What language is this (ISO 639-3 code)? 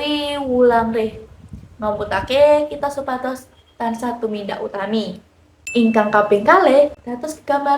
jav